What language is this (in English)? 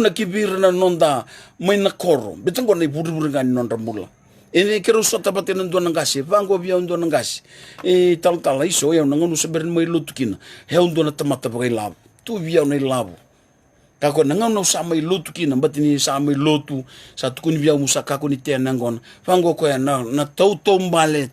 Fijian